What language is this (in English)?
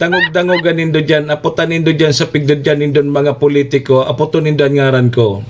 Bikol